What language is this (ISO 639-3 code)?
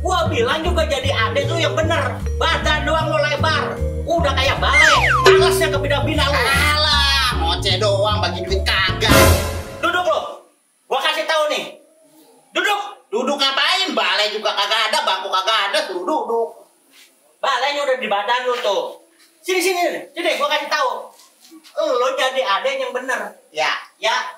bew